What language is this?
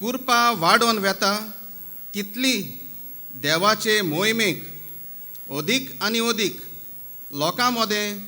Konkani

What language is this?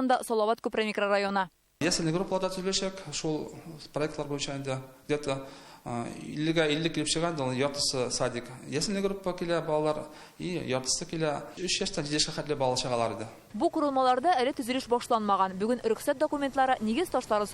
Tatar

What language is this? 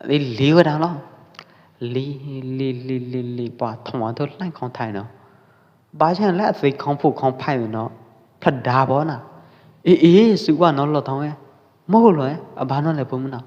Pwo Eastern Karen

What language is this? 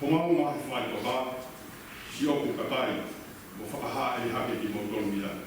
Tongan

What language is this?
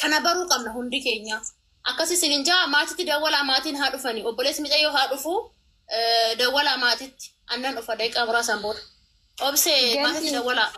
Oromo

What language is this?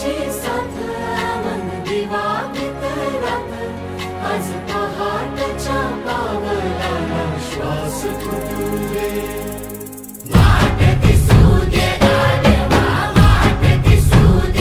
Marathi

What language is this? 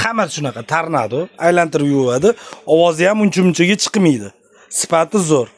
Uzbek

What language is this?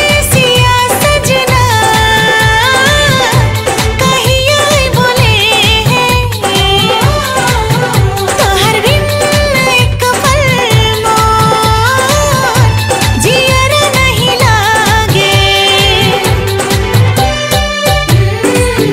Bhojpuri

